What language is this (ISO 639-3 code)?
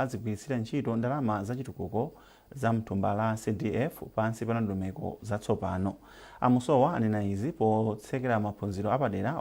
nya